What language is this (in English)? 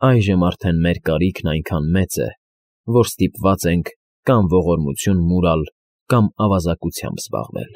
Armenian